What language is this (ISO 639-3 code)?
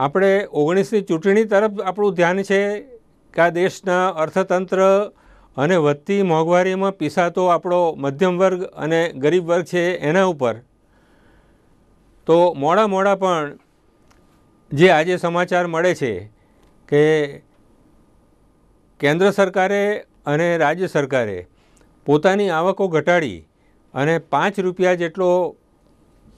guj